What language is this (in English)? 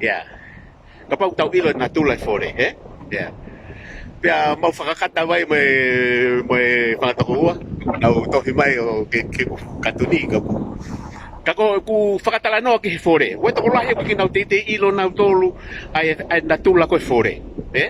Tongan